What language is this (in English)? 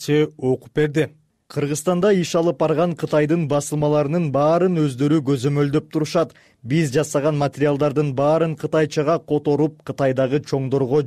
Kyrgyz